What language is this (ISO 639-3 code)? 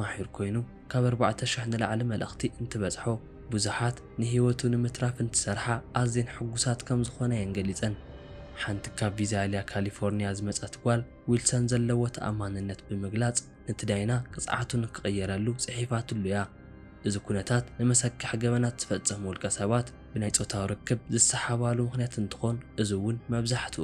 tir